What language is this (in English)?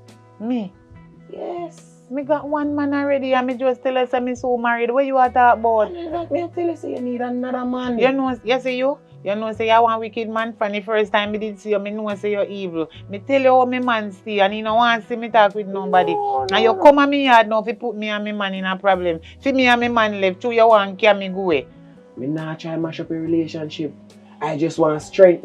Jamaican Creole English